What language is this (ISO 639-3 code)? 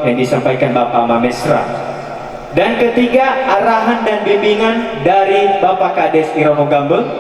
nia